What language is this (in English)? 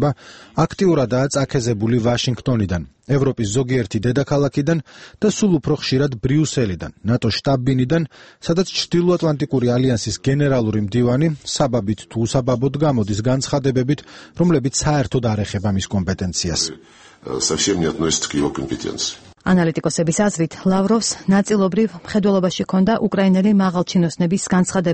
Georgian